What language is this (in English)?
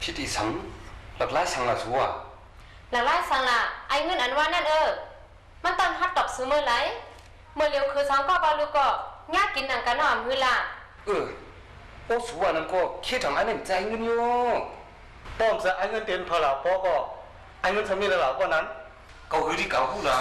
Shan